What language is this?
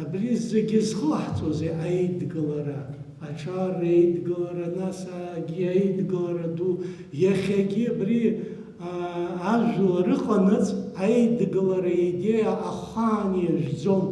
Abkhazian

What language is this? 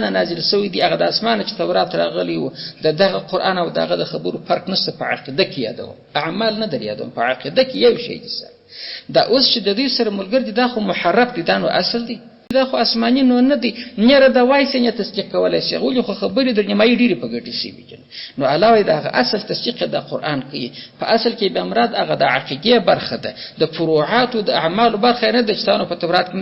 Pashto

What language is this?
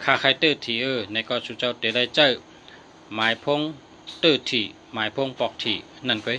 Shan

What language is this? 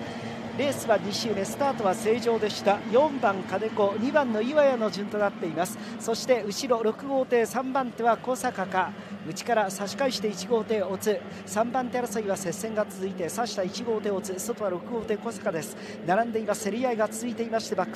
Japanese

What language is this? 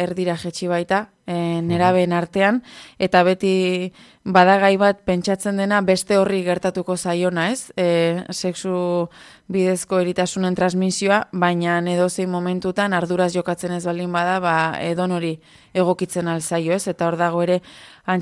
Basque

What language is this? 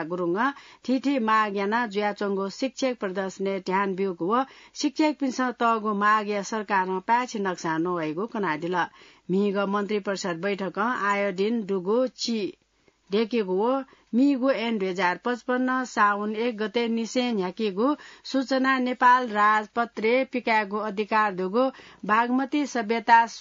Newari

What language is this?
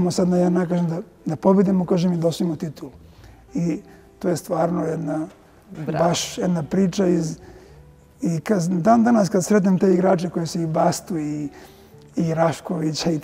Serbian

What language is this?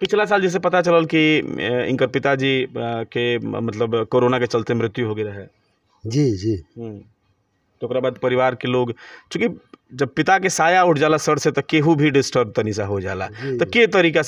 Bhojpuri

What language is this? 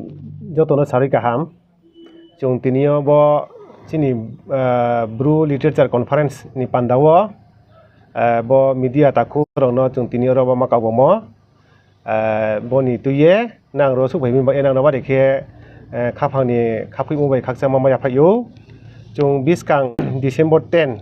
Riang (India)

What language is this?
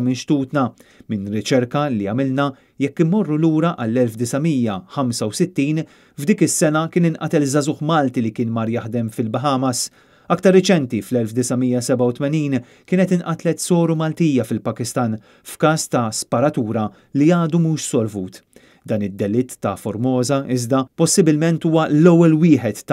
Maltese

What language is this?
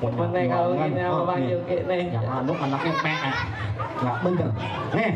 Betawi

